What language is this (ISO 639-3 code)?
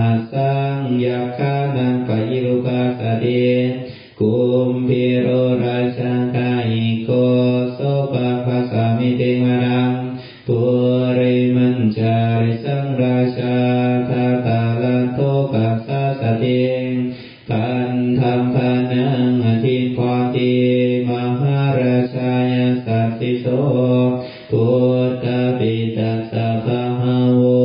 pli